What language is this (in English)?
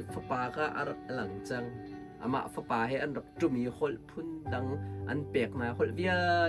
Hakha Chin